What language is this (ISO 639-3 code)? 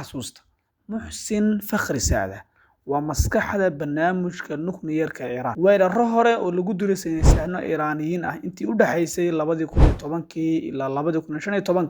som